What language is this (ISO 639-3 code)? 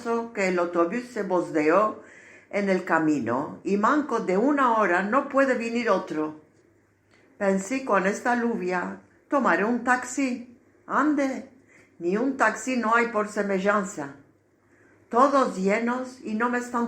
lad